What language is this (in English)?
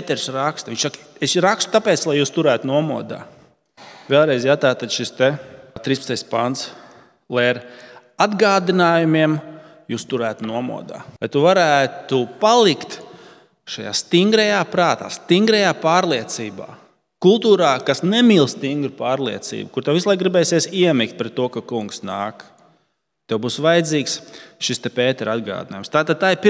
Latvian